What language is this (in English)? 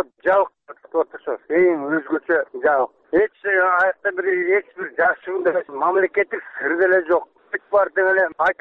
Kyrgyz